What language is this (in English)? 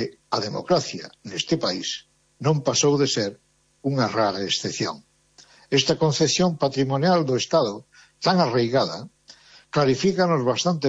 Galician